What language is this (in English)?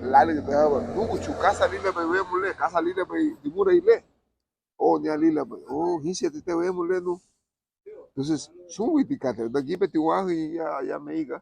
Garifuna